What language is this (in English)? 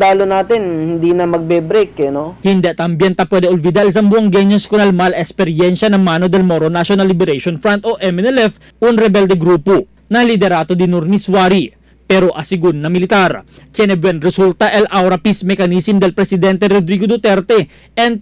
Chavacano